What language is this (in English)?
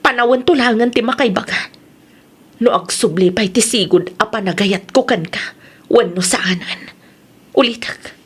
Iloko